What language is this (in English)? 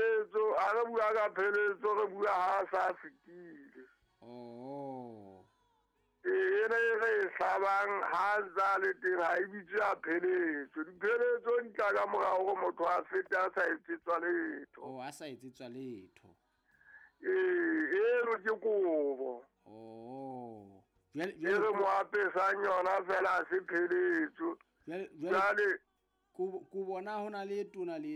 Southern Sotho